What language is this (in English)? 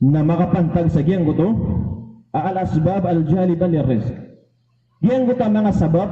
Maranao